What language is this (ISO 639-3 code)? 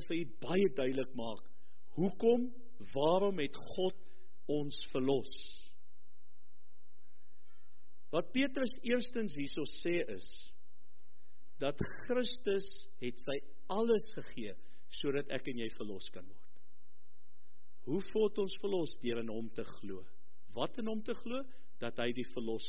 afr